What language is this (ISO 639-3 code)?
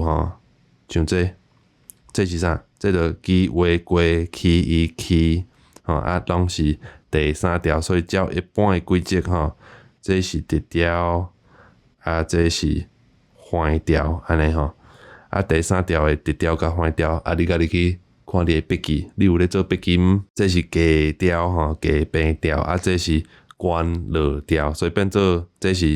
nan